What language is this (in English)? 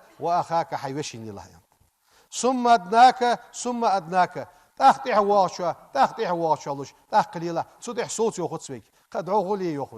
Ingush